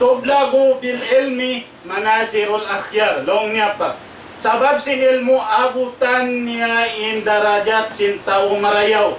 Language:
Tausug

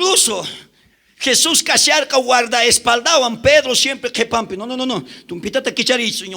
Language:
South Bolivian Quechua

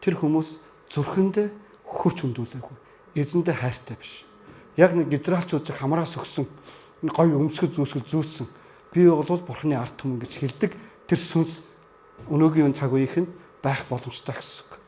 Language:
Mongolian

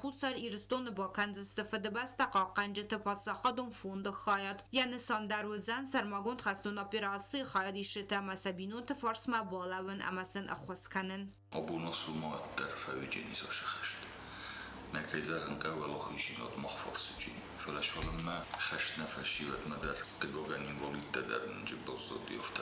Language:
Ossetic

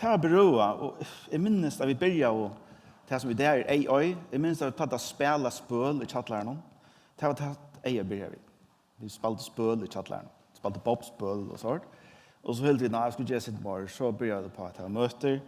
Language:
Faroese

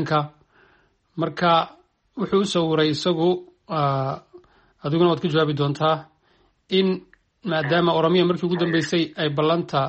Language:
Somali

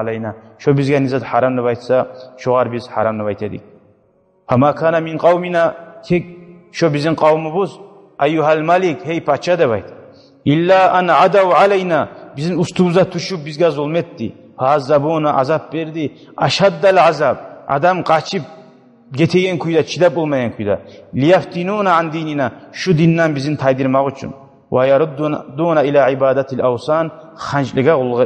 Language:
Kumyk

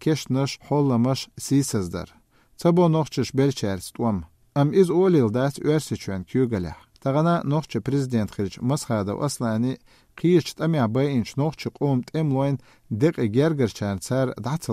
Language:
Chechen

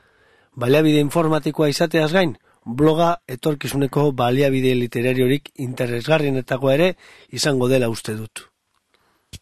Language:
Basque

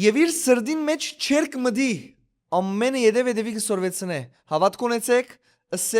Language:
Western Armenian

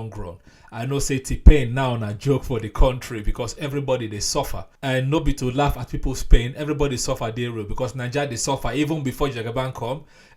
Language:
Nigerian Pidgin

